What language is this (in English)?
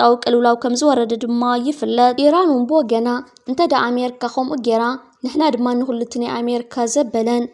Tigrinya